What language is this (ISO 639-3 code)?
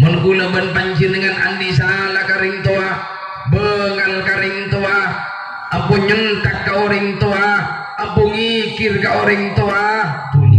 mad